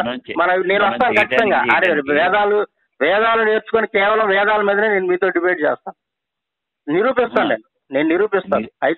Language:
Telugu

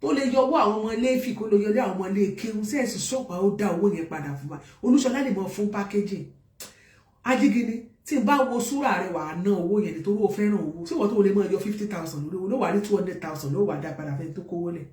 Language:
Yoruba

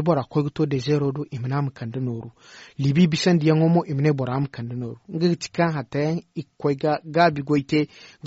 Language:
Zarma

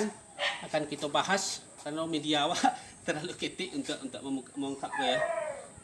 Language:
Minangkabau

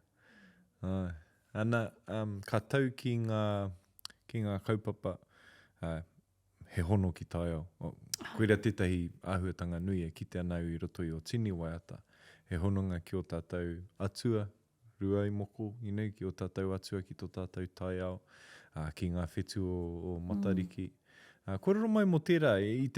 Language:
Māori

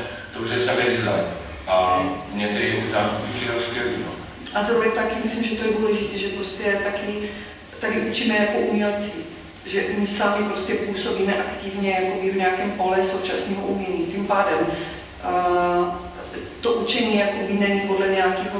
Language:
Czech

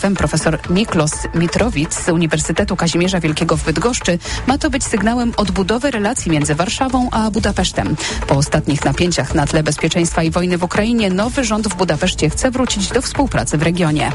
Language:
Polish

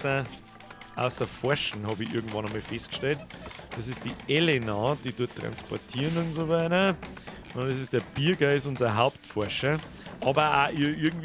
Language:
Bavarian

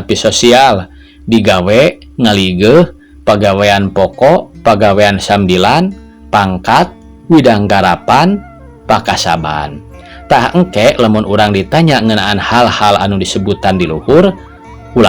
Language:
Sundanese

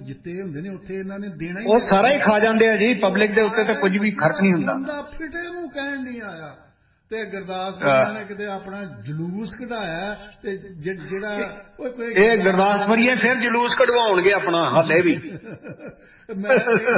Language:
Punjabi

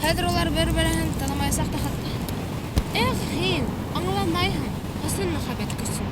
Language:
Bashkir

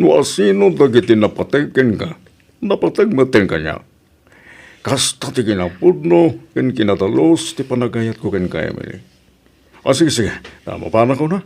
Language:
Iloko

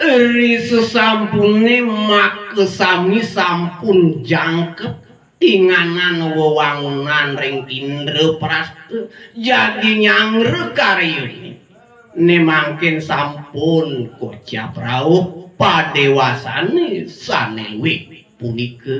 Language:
Balinese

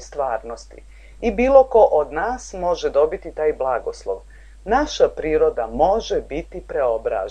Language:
Serbian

